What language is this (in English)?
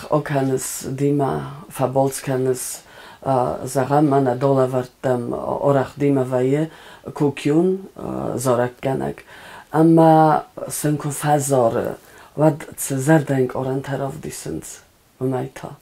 Ossetic